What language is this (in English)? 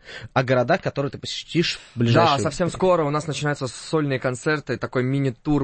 Russian